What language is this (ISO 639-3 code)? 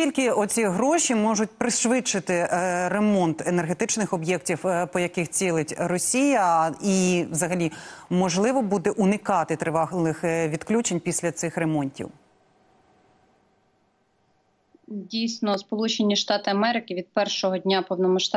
ukr